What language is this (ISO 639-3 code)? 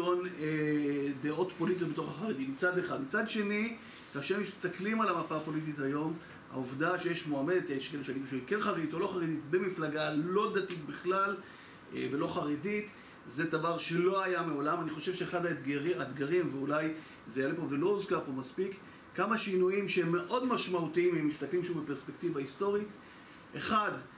heb